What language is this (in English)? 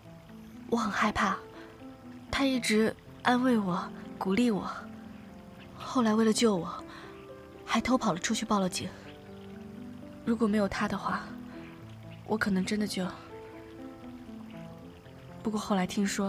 Chinese